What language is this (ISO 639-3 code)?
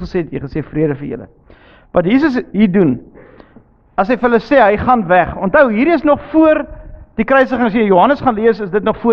afr